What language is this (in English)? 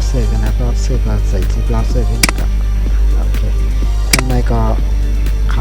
Shan